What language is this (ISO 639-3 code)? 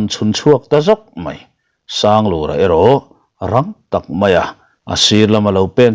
lus